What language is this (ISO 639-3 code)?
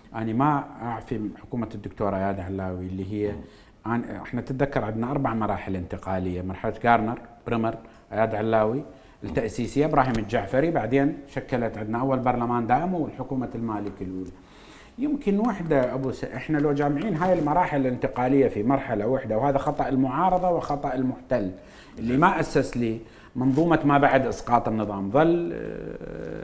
acm